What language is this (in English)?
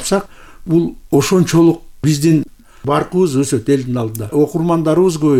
Kyrgyz